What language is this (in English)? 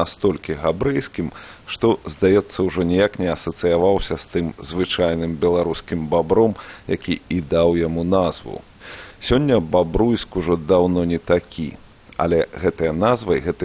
Belarusian